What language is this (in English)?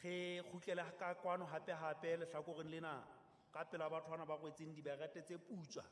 Southern Sotho